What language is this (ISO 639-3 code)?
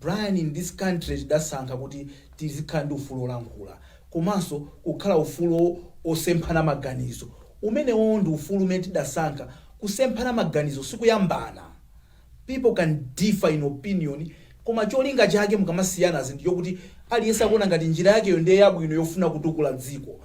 nya